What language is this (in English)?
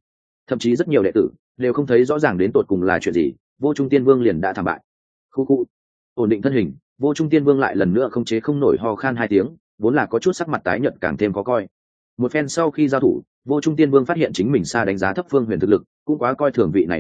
Vietnamese